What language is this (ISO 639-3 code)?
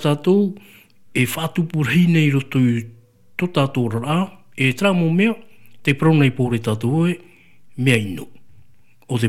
tah